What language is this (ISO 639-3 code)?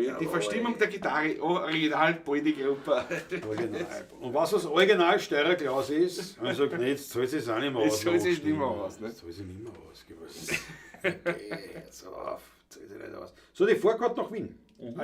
bar